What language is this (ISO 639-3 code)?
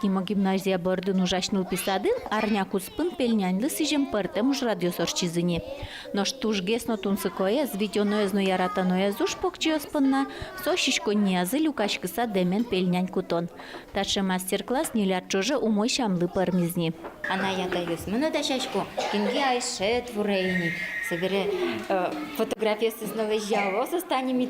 udm